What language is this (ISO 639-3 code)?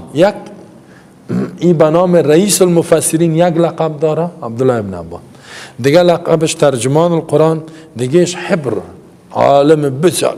fas